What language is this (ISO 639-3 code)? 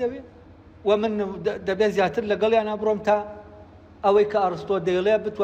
ckb